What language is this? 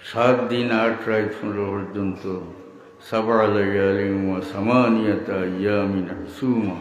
Sylheti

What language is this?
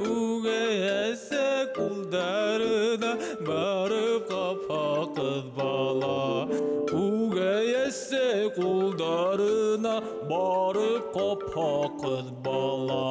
Bashkir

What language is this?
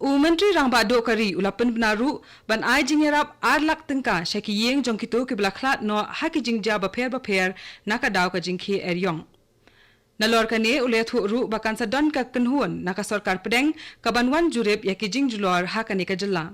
Khasi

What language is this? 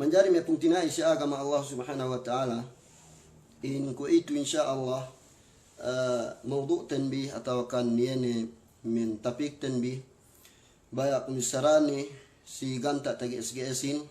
Yakan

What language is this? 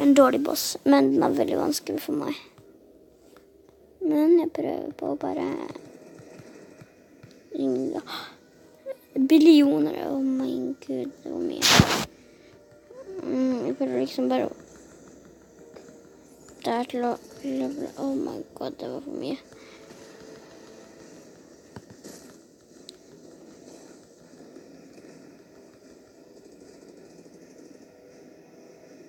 Norwegian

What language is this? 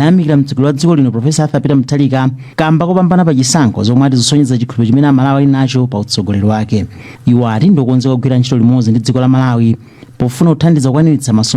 Nyanja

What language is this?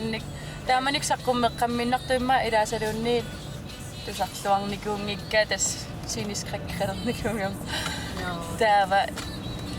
Kalaallisut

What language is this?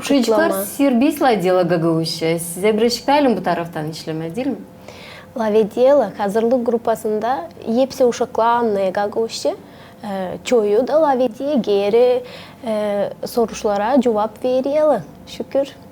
Gagauz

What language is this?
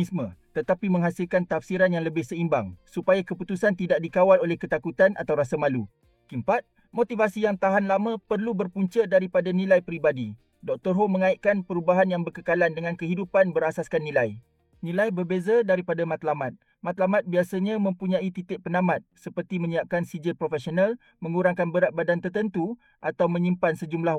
Malay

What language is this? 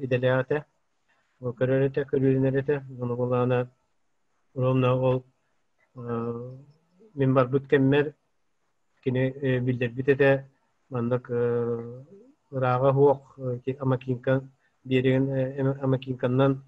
Yakut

